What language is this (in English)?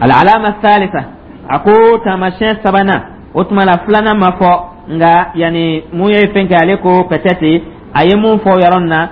Dyula